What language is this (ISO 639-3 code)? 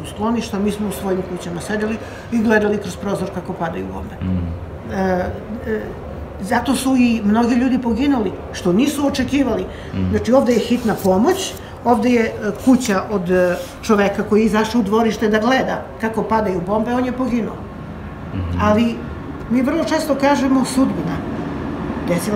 srp